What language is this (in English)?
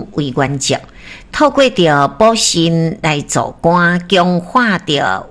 Min Nan Chinese